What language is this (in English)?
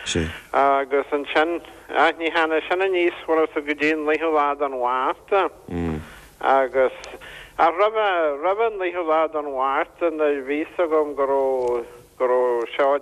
Irish